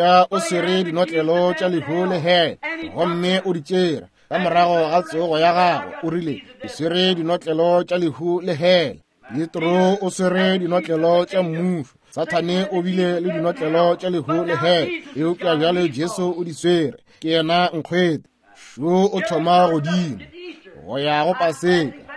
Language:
Northern Sotho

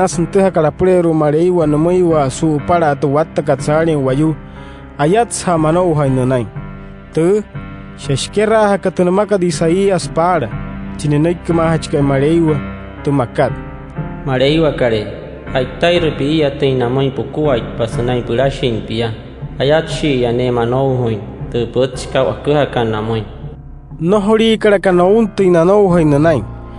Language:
Wayuu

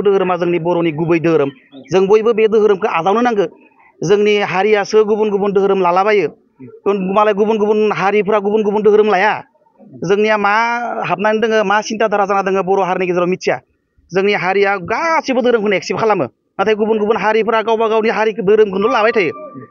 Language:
Bodo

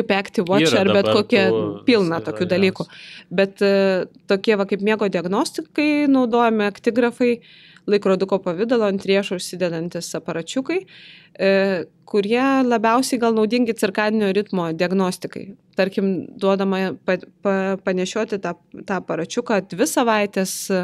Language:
Lithuanian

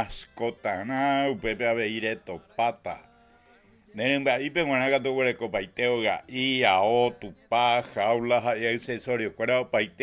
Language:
Guarani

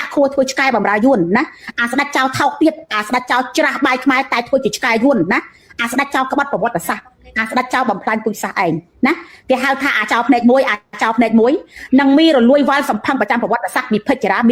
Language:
Khmer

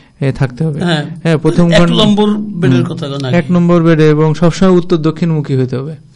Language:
Bangla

